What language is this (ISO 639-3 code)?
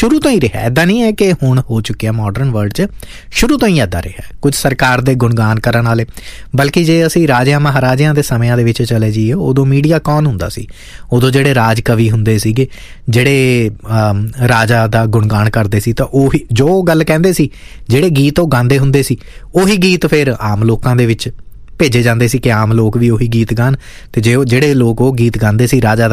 pan